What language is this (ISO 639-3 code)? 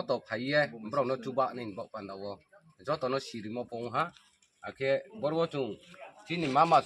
ria